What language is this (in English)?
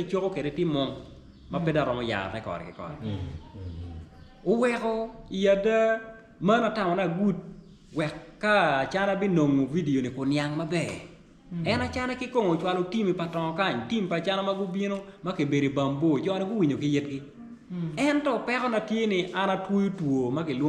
Acoli